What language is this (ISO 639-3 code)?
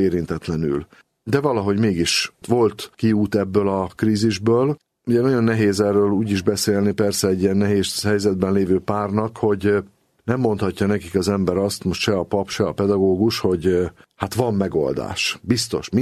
hun